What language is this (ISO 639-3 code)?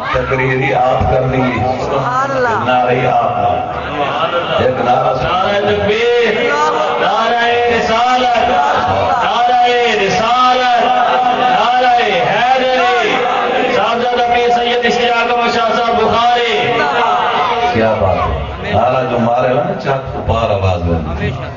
skr